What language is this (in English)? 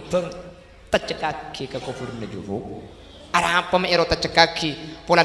Madurese